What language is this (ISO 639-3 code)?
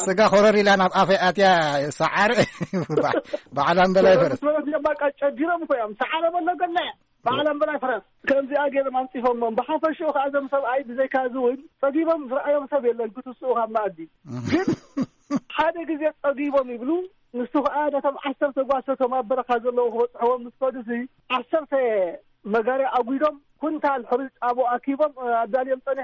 tir